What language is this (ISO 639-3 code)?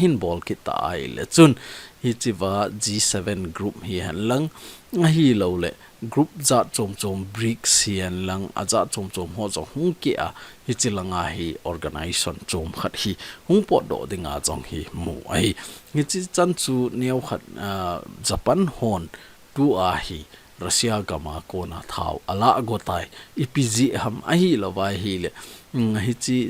tcz